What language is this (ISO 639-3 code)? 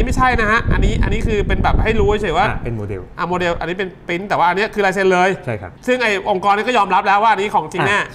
tha